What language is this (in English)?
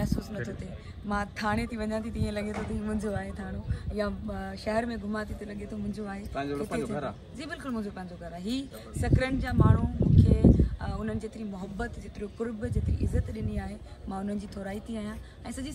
Sindhi